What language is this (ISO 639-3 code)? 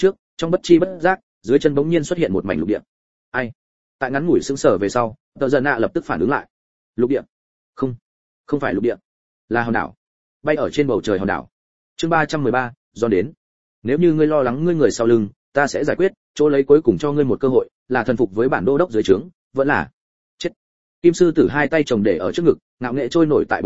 vie